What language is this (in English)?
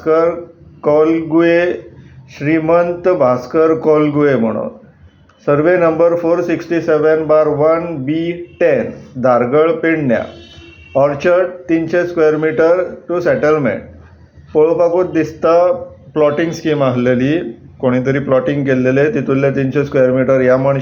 Konkani